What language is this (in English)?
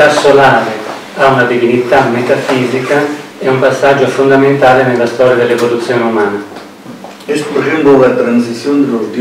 Italian